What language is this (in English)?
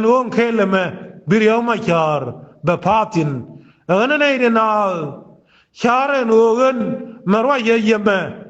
Nuer